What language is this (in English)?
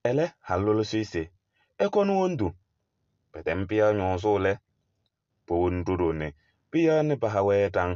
Kabiyè